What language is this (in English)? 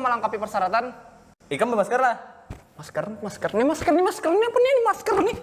Banjar